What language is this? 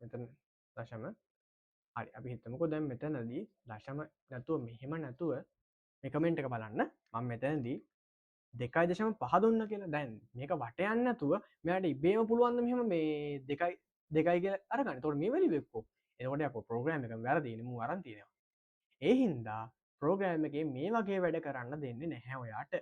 Sinhala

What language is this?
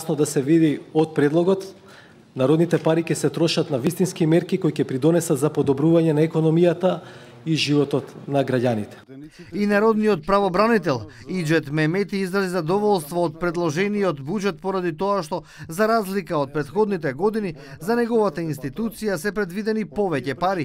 Macedonian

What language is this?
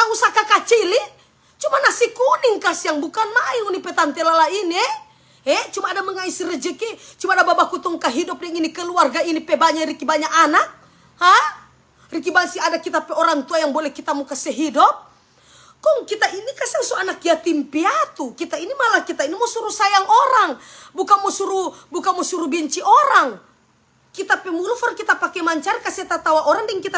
Manado Malay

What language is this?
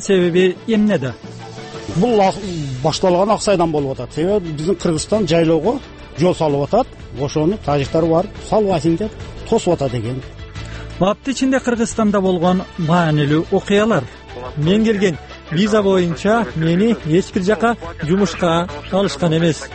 Kyrgyz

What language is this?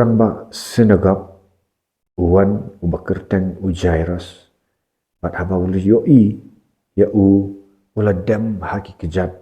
Khasi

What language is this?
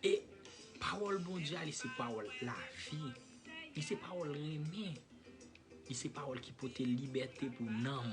Haitian Creole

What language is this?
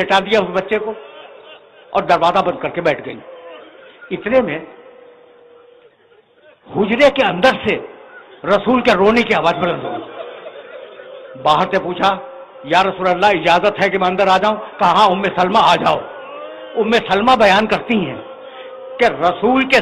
Urdu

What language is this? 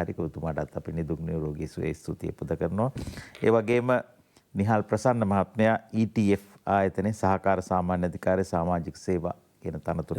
Sinhala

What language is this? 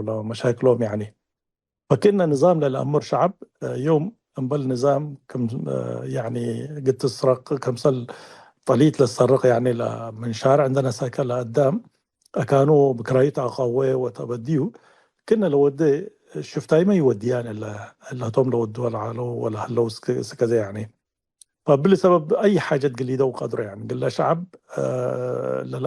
Tigre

